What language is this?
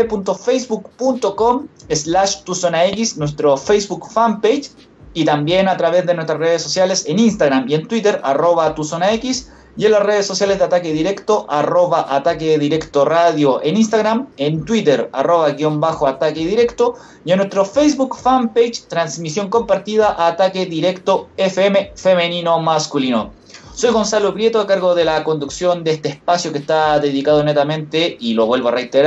Spanish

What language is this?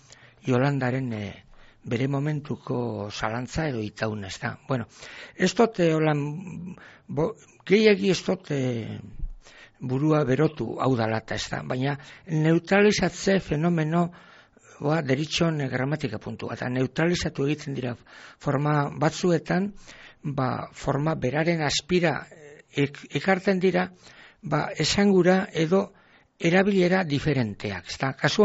Basque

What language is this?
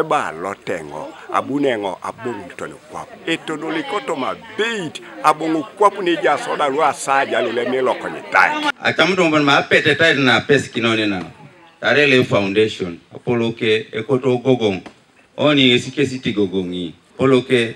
Teso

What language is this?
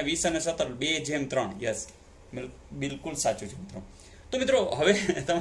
Gujarati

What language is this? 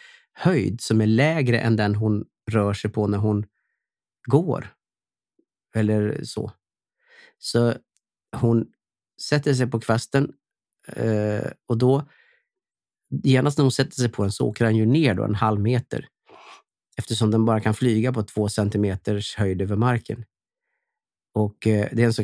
Swedish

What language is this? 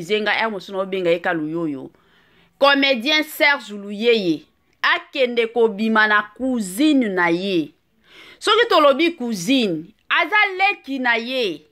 Lingala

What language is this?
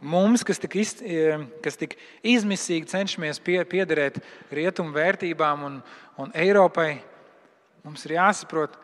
Latvian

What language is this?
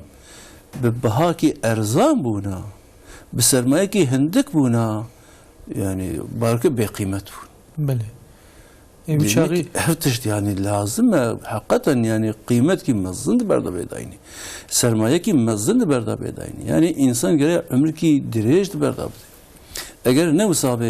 Kurdish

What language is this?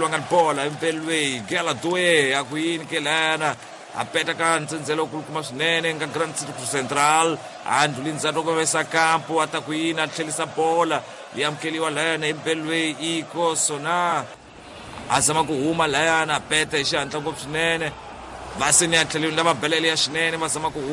Tsonga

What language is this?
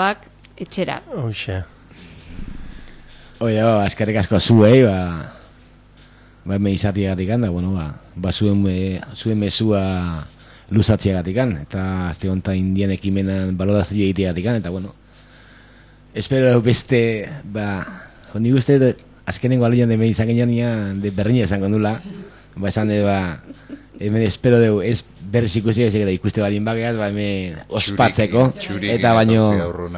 Basque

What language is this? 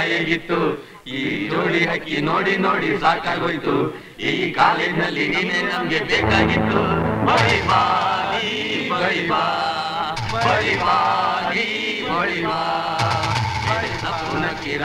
Kannada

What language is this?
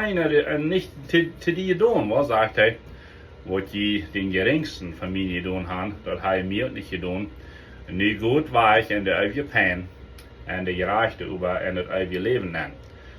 Plautdietsch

